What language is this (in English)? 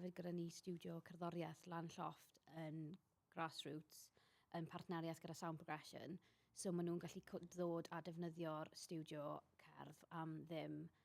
Welsh